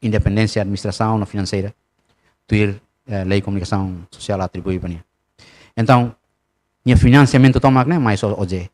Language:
Tetum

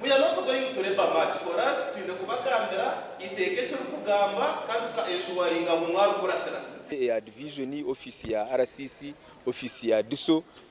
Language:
Nyankole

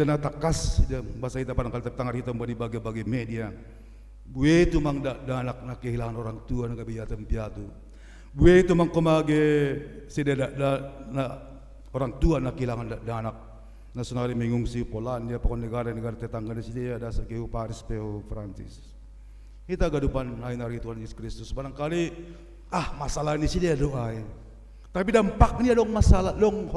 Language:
Batak Simalungun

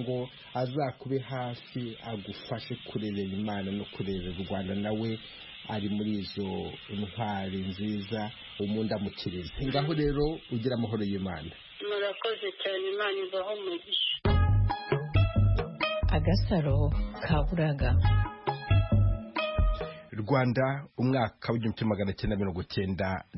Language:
Kinyarwanda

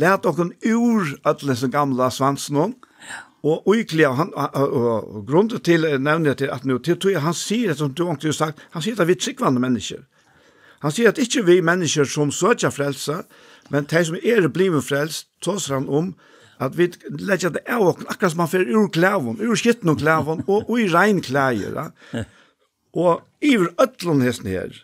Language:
Faroese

